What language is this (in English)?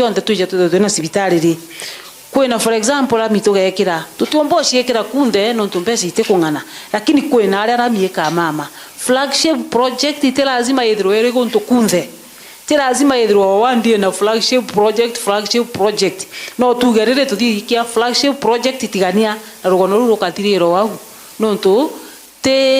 Meru